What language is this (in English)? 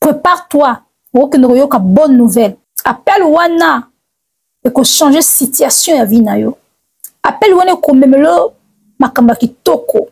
Lingala